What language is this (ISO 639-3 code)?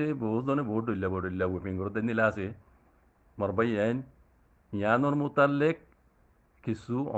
rhg